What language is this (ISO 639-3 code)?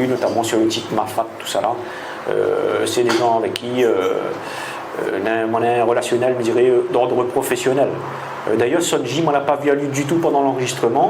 rcf